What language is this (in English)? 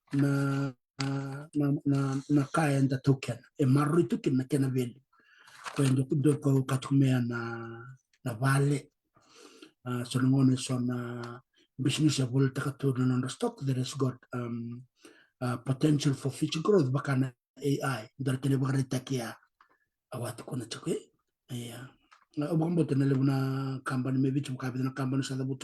Fijian